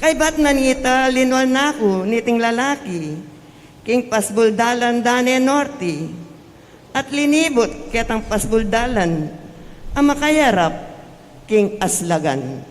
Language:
Pampanga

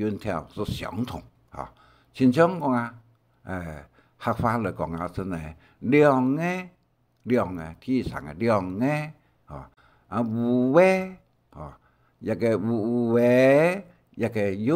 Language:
Hakka Chinese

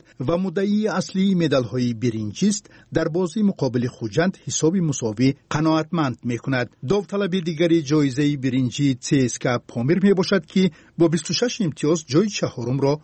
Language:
Tajik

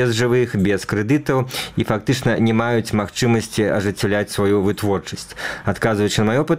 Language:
Belarusian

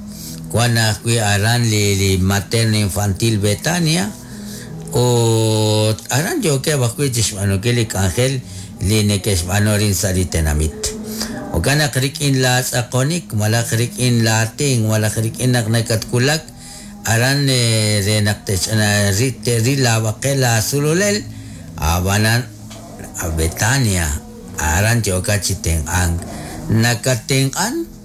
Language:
Kekchí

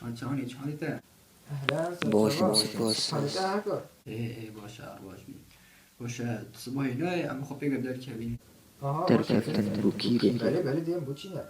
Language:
Kurdish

